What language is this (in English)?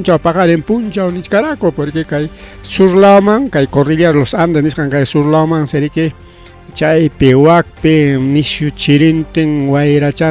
Ayacucho Quechua